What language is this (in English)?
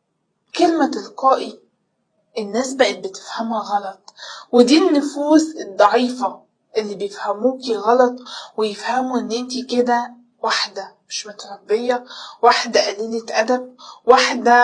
Egyptian Arabic